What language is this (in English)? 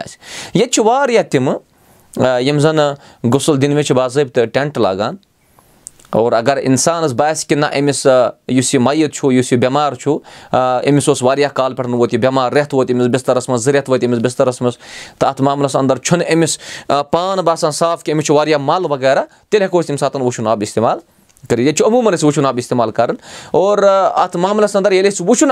Kashmiri